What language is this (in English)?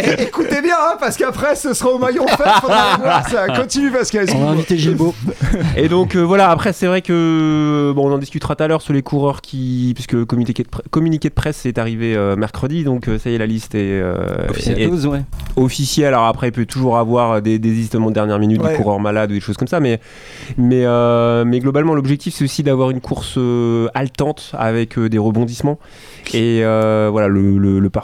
French